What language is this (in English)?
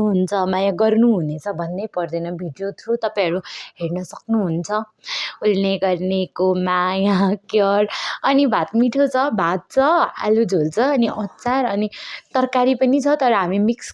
Nepali